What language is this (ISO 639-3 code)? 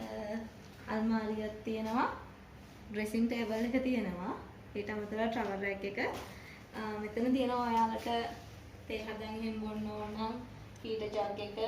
sin